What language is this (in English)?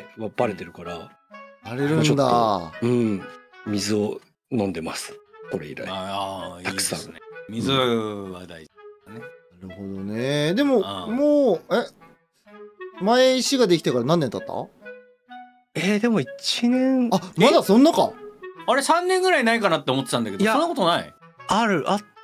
Japanese